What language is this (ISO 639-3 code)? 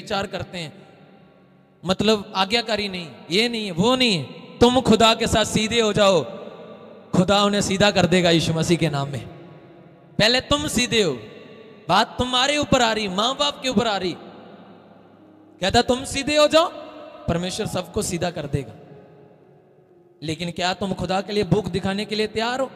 hin